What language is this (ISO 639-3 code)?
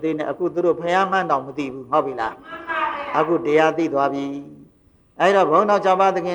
mya